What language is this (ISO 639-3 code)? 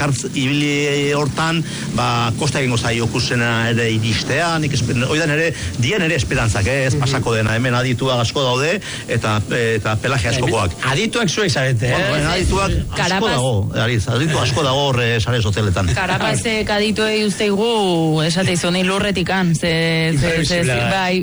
eus